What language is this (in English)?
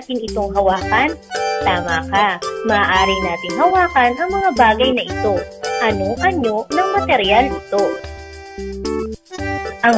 Filipino